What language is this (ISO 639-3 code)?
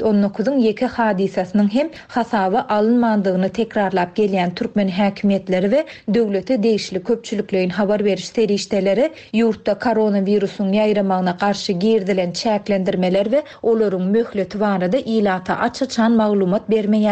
tuk